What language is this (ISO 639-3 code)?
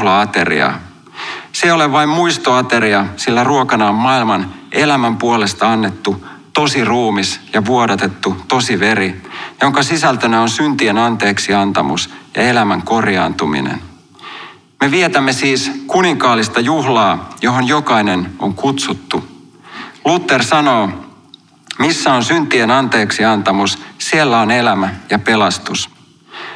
fin